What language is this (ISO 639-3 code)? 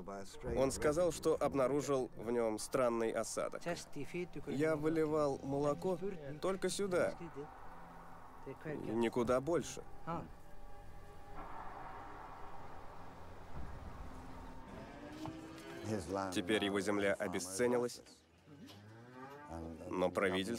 rus